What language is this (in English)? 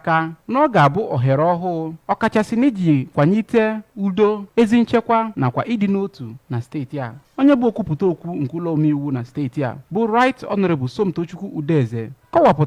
Igbo